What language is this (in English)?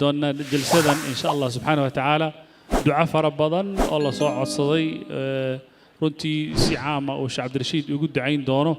Somali